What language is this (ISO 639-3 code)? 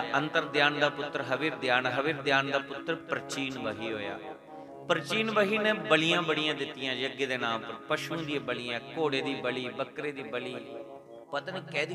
doi